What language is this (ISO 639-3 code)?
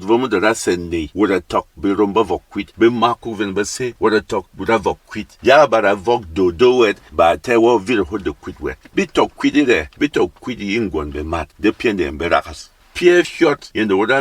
bom